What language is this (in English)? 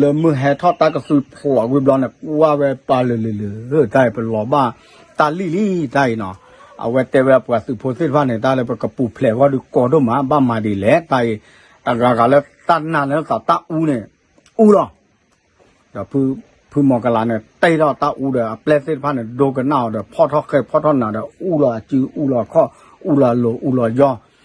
S'gaw Karen